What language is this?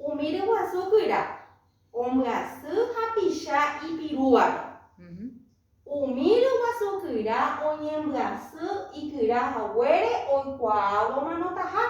Guarani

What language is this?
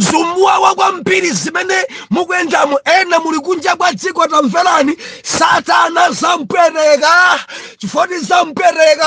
Nyanja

